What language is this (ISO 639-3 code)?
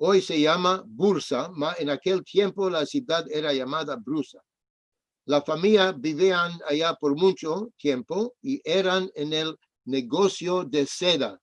lad